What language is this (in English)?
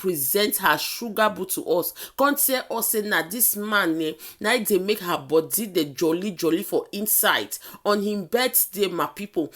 Nigerian Pidgin